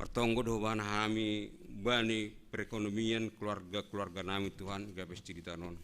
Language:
Batak Simalungun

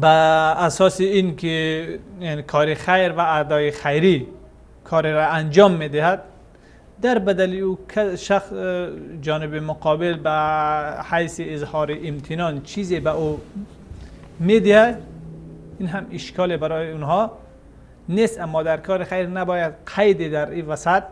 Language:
Persian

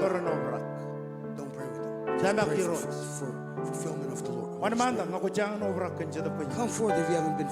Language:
Marshallese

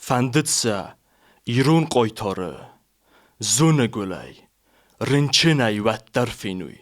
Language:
Ossetic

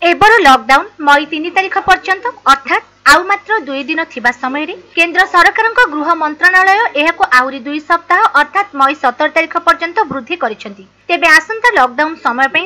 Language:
Odia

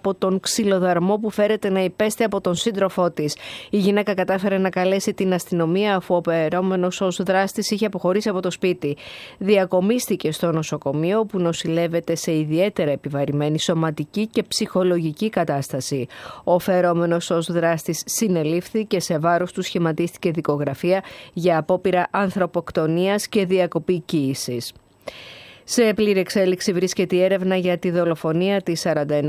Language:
Greek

